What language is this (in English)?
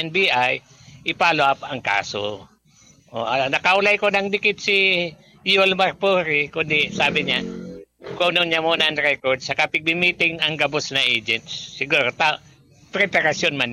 Bikol